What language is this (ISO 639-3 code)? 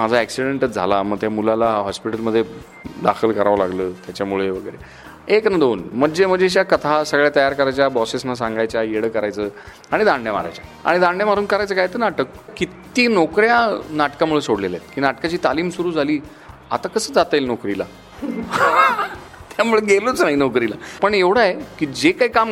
mar